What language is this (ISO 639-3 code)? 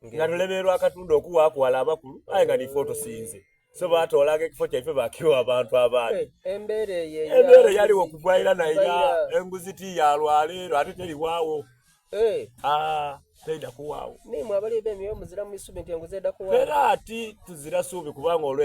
xog